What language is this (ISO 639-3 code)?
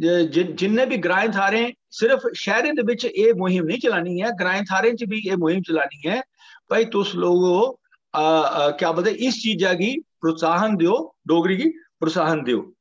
doi